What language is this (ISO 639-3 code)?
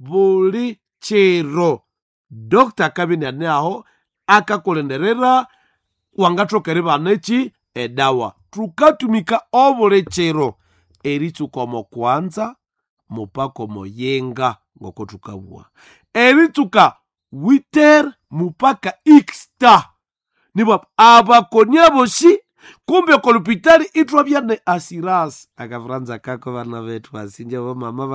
nnb